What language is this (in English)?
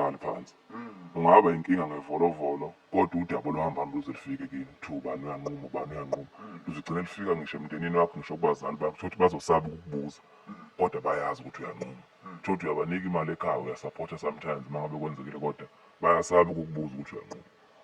Zulu